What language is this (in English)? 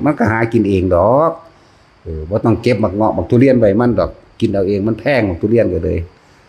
Northeastern Thai